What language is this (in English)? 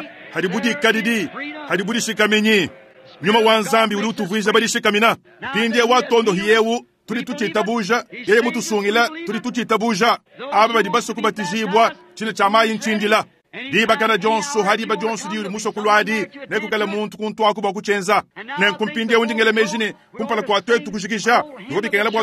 Luba-Lulua